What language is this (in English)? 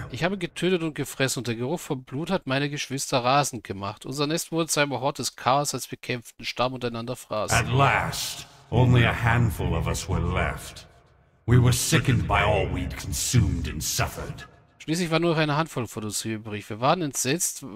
German